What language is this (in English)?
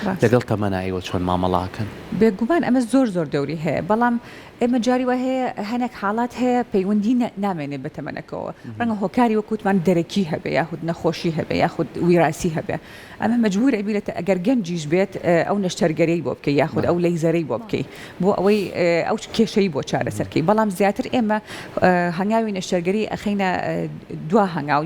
Central Kurdish